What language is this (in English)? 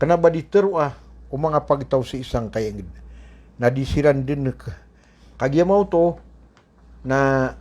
Maranao